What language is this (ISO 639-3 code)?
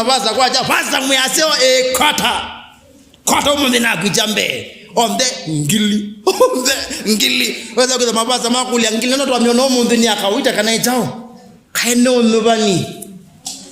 kam